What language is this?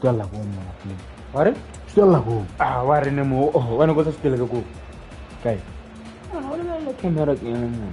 Tswana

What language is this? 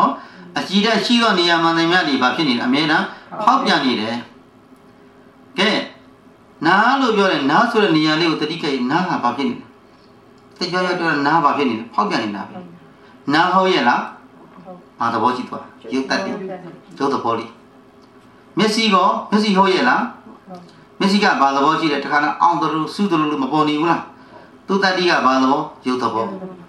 Burmese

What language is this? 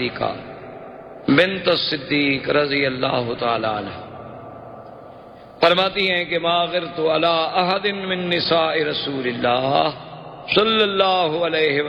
Urdu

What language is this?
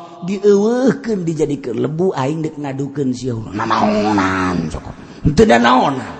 Sundanese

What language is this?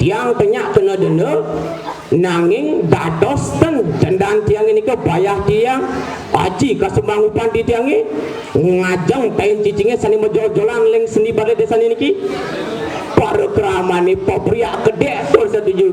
Balinese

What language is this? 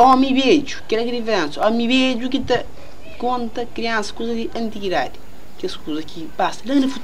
Kabuverdianu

